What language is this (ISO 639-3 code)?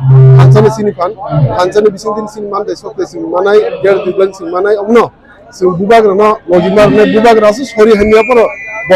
trp